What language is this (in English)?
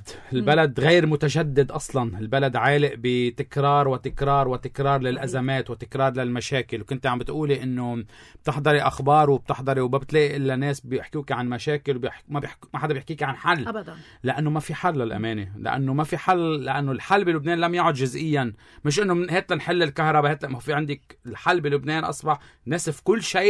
North Levantine Arabic